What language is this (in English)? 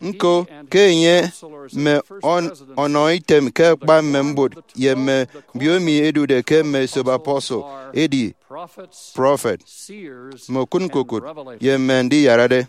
Efik